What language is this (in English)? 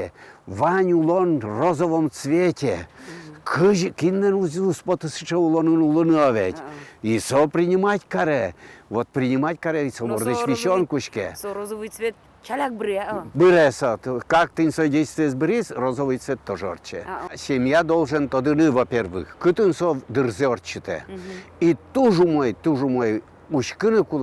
Udmurt